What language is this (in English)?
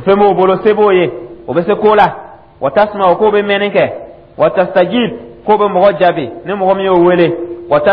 Dyula